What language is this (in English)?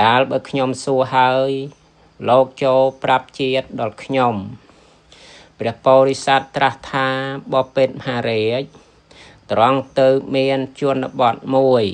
Khmer